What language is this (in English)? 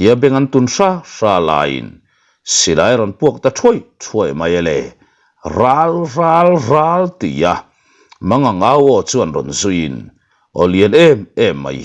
Mizo